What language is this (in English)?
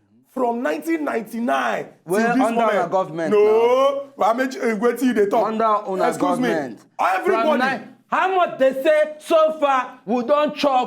Nigerian Pidgin